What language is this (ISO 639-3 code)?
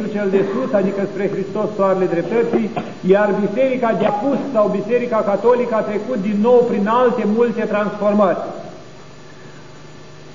ron